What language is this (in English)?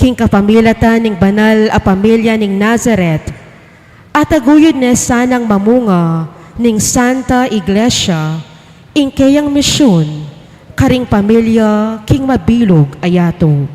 Pampanga